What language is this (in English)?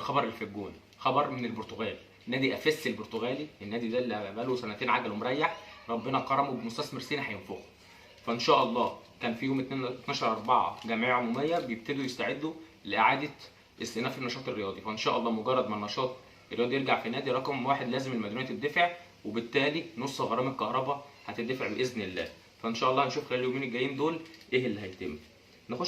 Egyptian Arabic